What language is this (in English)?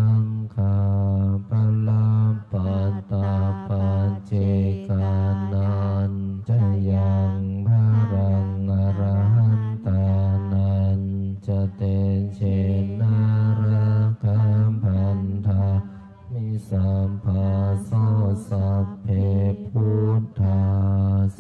Pali